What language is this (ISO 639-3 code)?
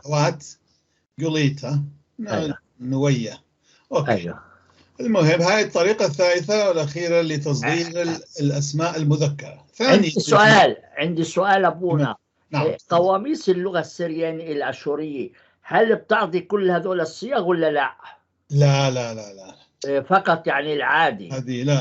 apc